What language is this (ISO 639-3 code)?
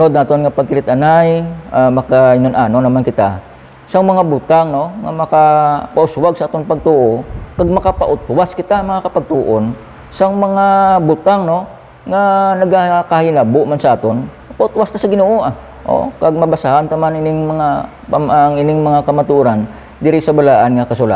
hil